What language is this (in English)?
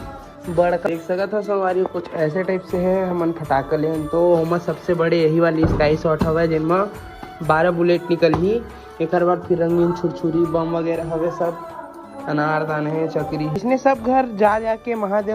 Chhattisgarhi